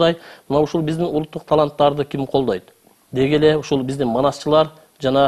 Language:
Kyrgyz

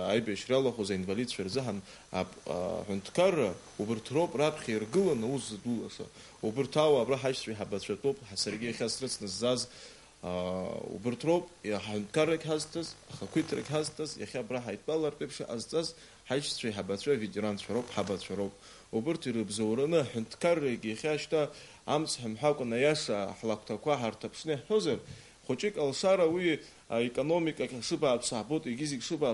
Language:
Abkhazian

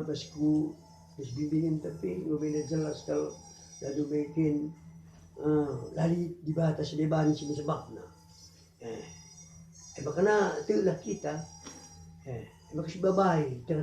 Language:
Batak Karo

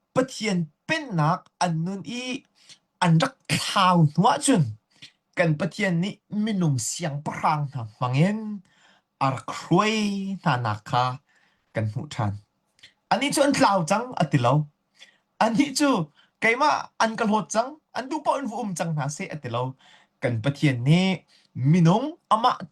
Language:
Hakha Chin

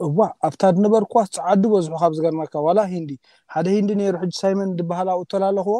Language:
Tigrinya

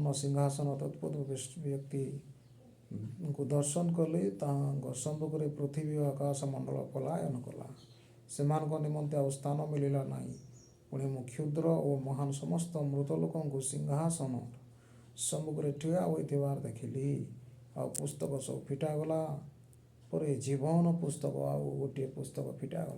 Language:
Odia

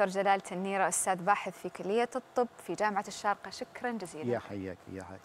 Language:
Arabic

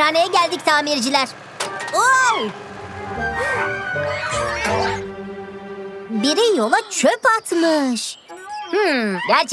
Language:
Turkish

